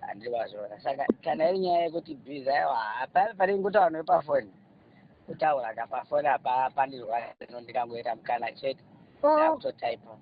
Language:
Shona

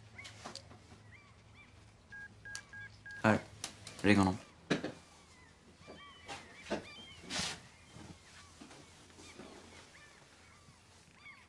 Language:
Swedish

